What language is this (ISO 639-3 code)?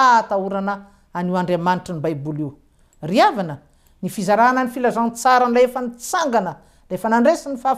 mlg